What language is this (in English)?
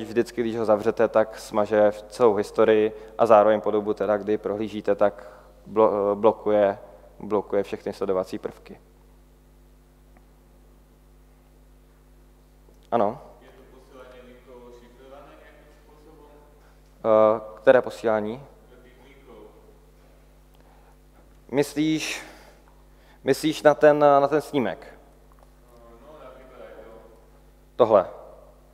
Czech